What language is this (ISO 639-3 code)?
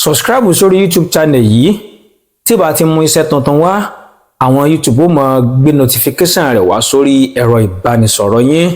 yor